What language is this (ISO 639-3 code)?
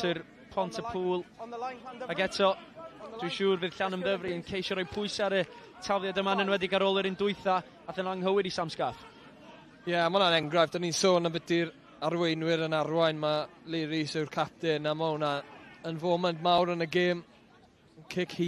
cym